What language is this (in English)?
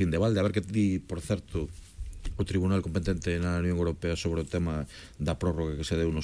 Galician